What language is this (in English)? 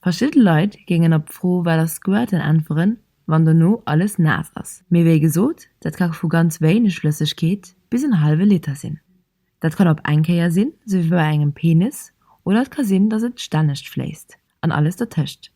Luxembourgish